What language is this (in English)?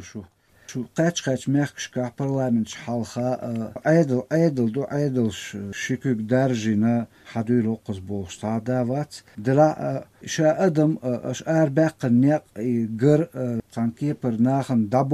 Chechen